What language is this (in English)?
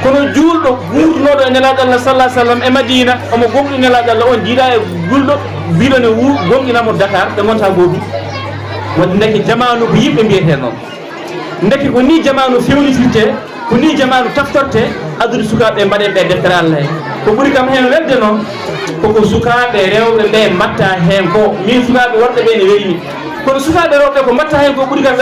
Fula